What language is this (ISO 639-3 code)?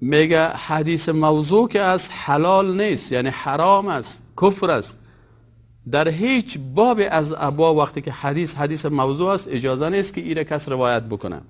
fas